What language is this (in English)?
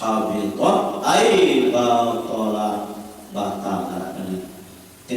Sasak